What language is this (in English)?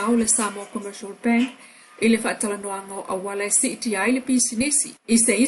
Samoan